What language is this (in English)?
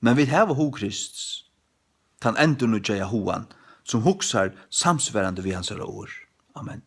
Faroese